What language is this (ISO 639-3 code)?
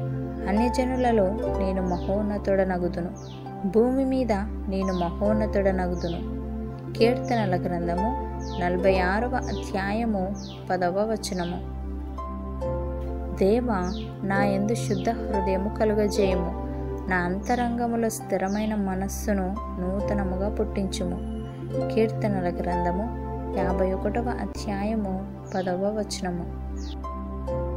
tel